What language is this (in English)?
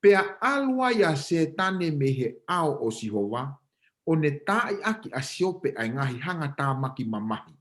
Tongan